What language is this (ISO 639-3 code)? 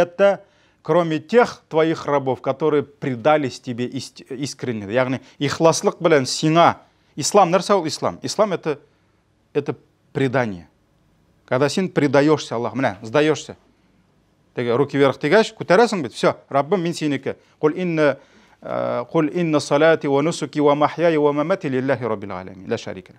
tat